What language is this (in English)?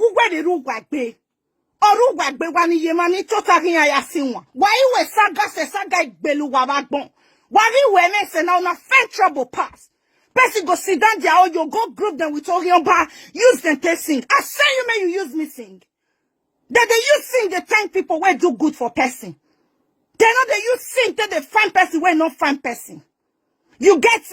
Nigerian Pidgin